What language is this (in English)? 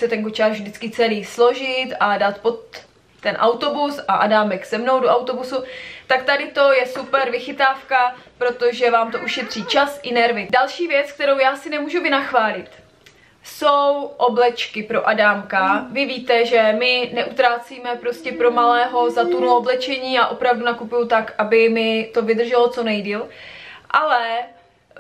Czech